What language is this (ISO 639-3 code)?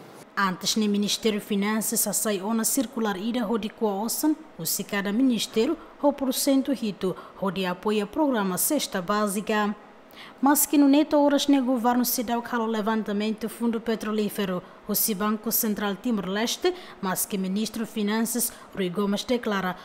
tet